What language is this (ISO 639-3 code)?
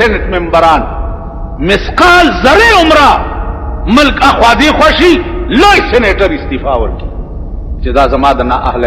pus